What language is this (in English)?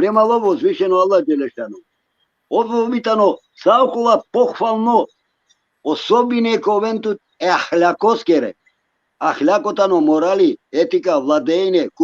Balkan Romani